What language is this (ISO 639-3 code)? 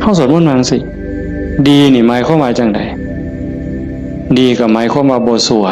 tts